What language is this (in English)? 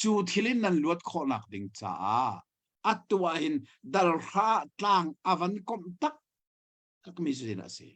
Hakha Chin